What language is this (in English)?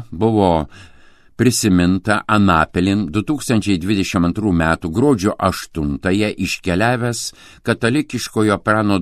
Lithuanian